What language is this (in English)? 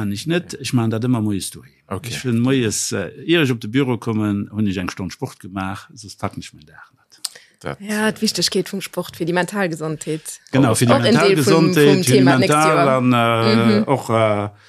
Luxembourgish